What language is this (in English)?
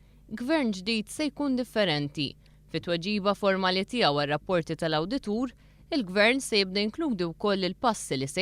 Maltese